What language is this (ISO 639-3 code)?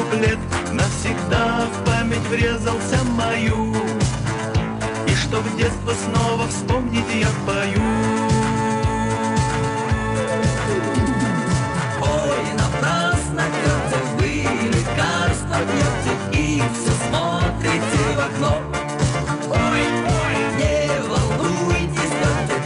rus